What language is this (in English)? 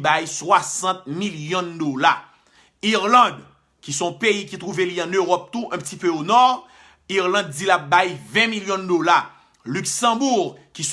Haitian Creole